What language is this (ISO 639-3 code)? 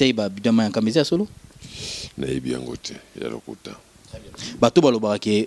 lin